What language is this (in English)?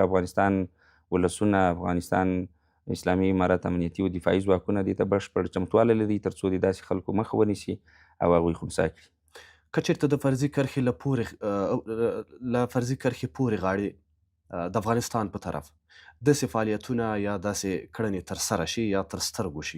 Pashto